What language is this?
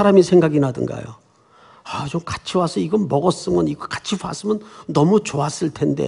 Korean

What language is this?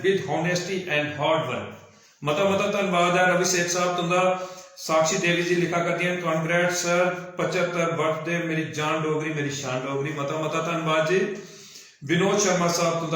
Dogri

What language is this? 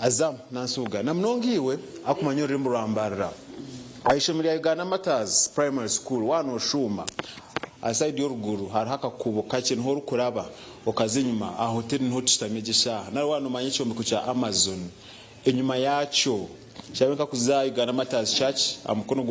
Nyankole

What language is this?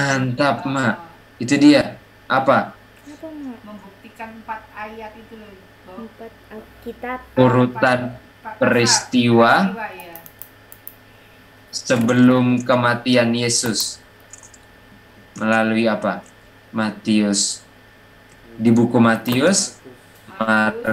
Indonesian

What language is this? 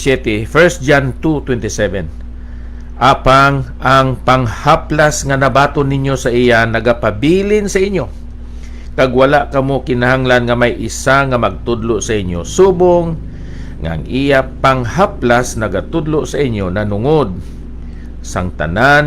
Hiligaynon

